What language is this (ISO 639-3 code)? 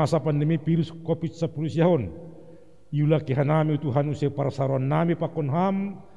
bts